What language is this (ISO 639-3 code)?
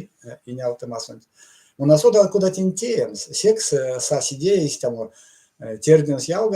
myv